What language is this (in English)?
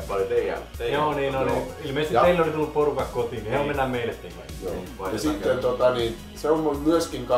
Finnish